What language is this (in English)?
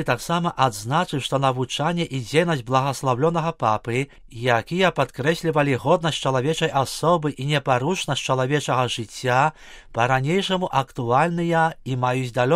Belarusian